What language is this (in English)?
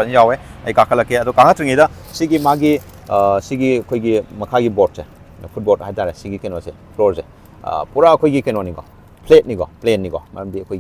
Manipuri